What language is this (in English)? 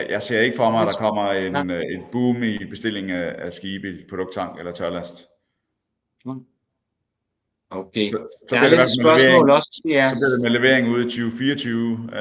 Danish